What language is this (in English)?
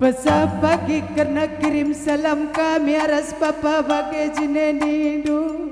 Batak Karo